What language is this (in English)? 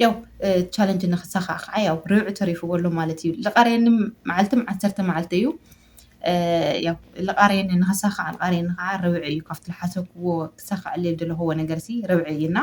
Tigrinya